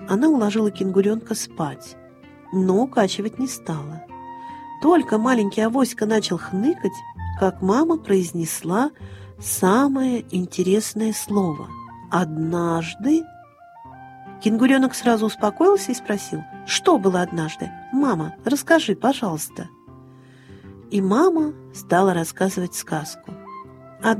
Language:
Russian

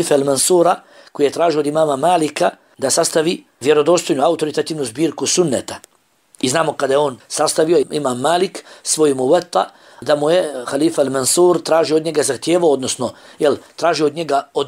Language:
Bosnian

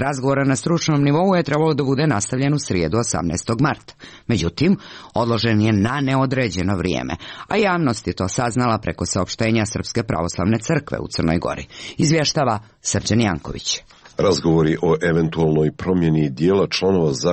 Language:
Serbian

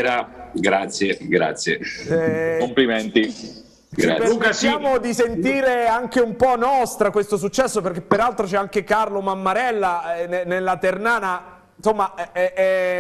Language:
Italian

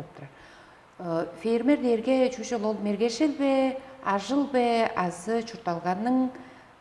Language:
Tuvinian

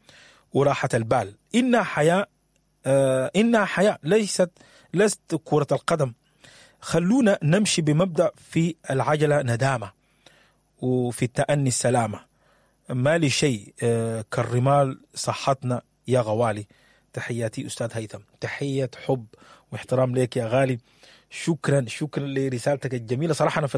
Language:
Sudanese Arabic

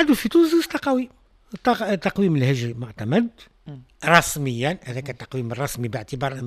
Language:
Tunisian Arabic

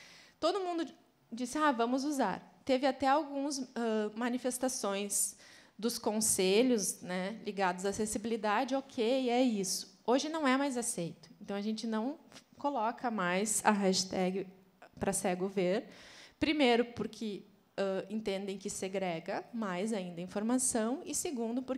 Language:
Portuguese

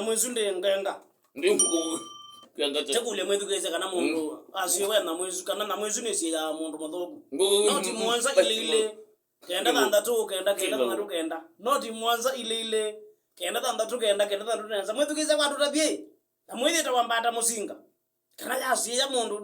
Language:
Kamba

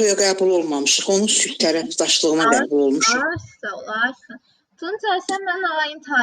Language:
Azerbaijani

